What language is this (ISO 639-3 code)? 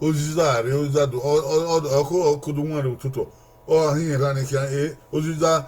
bin